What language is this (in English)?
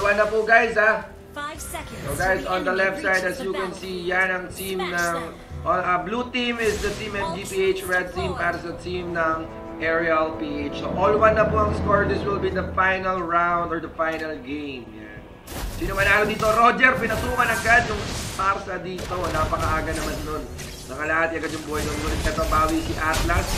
Filipino